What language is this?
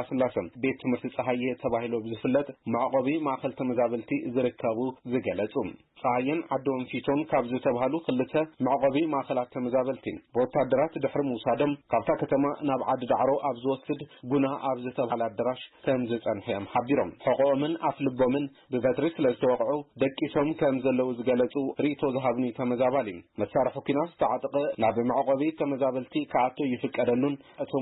Tigrinya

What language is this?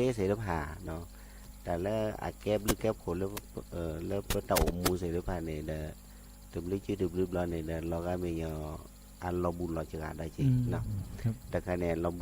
S'gaw Karen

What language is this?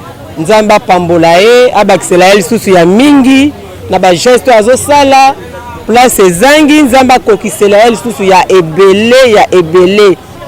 Lingala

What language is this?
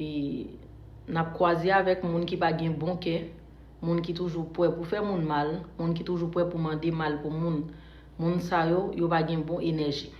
Haitian Creole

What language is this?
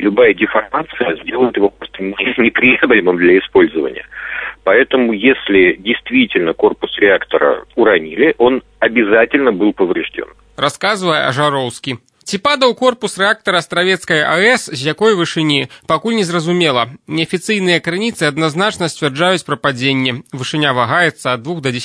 Belarusian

